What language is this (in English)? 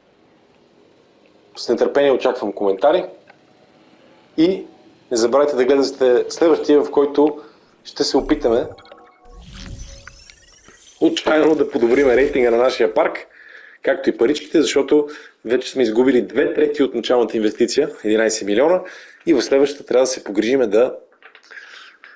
Bulgarian